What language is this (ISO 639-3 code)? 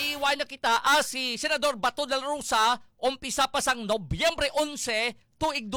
hil